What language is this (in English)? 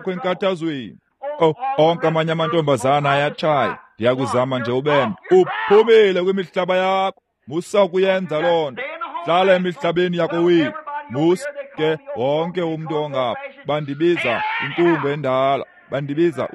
Xhosa